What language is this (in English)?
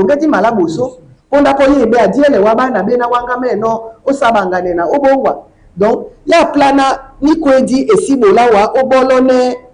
Duala